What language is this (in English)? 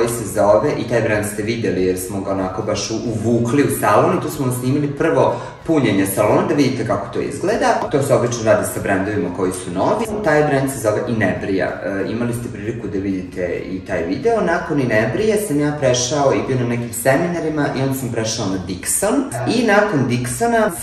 Serbian